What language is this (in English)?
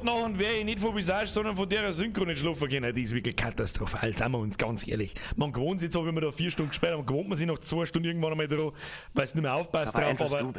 Bavarian